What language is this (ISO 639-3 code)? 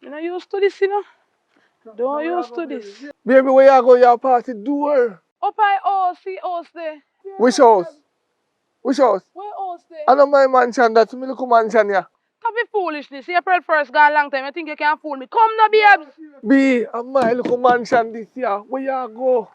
jam